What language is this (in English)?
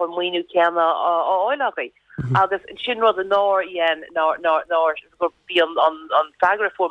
Irish